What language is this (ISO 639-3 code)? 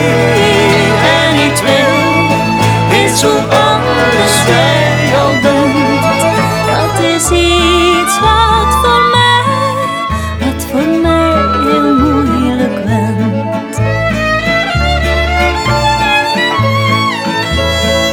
nld